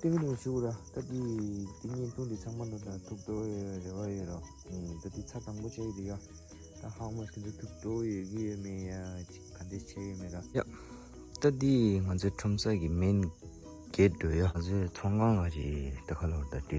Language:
Tibetan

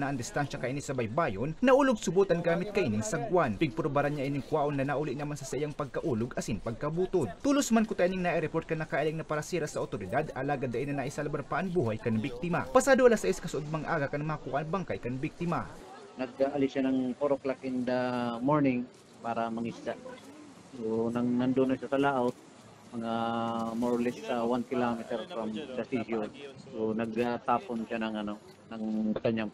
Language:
Bikol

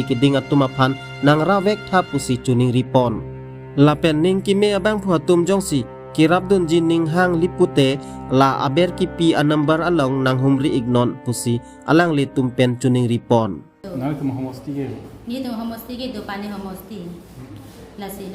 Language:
Karbi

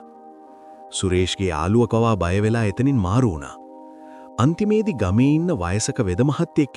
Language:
Sinhala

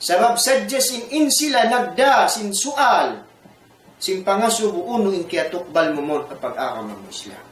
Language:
Tausug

